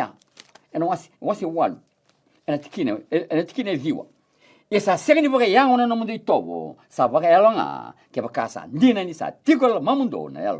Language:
Fijian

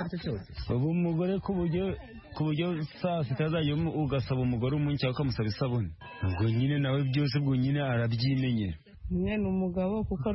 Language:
Kinyarwanda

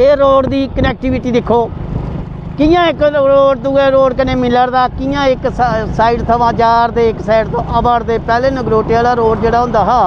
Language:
Dogri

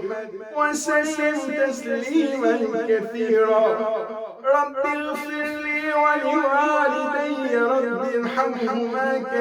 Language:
Kurdish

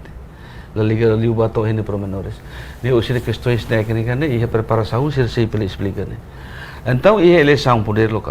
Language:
Tetum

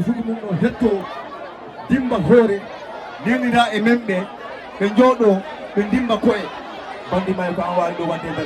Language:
Fula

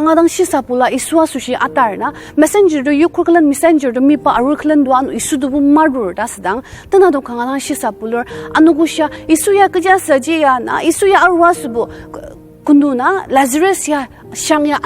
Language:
Ao Naga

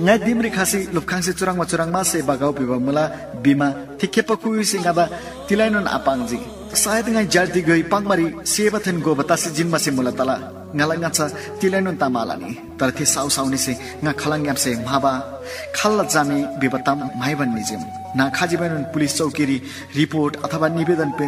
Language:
Eastern Tamang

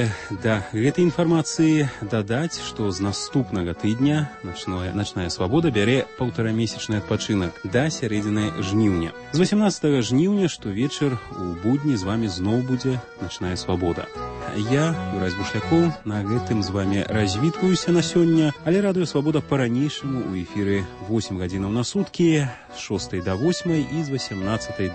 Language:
Belarusian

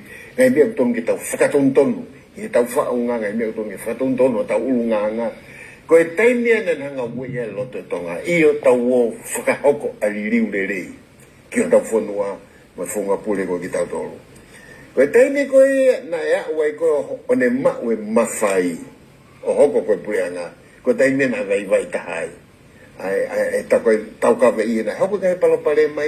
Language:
Tongan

